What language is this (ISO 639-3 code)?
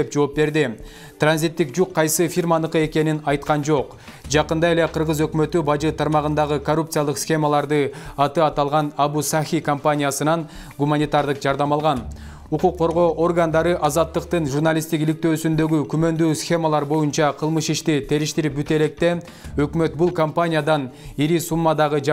kir